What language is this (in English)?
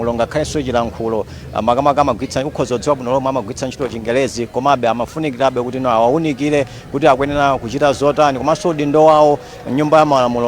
Nyanja